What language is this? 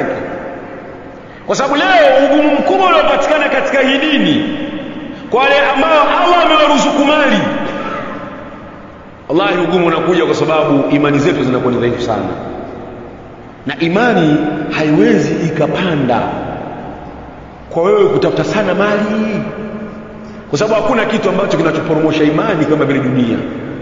Swahili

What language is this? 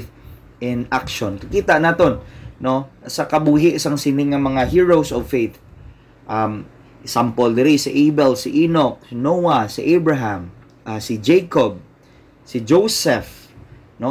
Hiligaynon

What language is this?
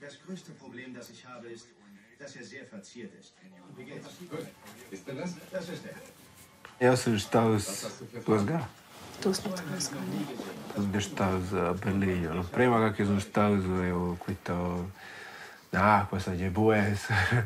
Romansh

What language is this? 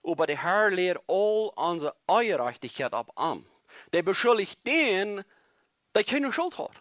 Plautdietsch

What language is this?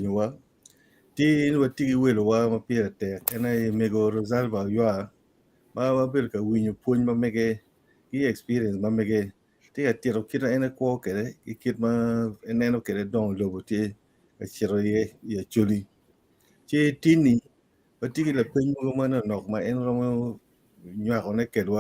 Acoli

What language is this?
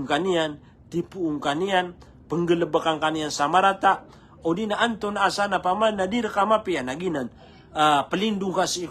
Maranao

